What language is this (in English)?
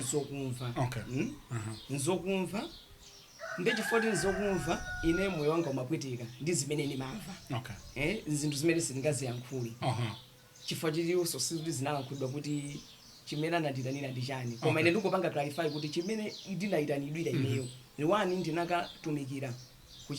Nyanja